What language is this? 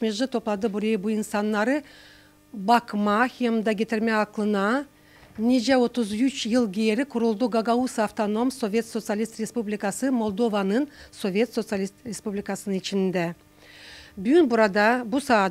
Gagauz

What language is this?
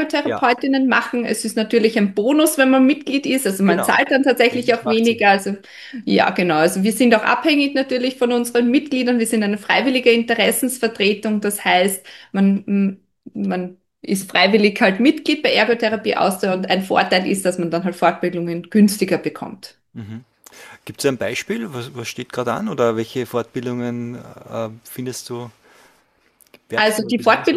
German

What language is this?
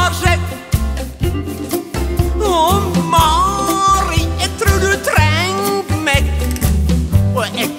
Norwegian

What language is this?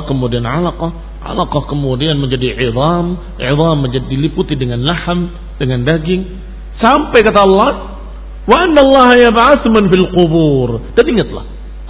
Indonesian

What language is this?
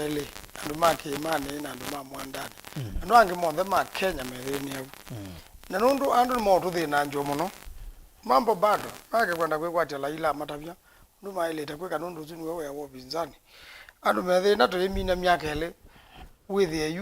Kamba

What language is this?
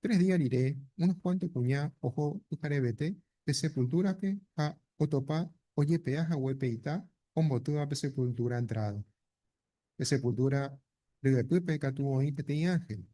Guarani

